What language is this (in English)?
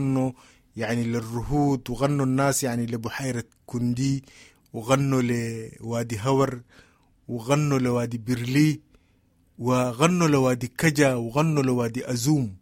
Sudanese Arabic